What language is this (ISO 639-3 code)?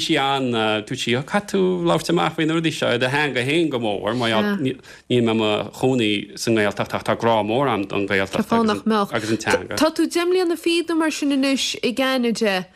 gle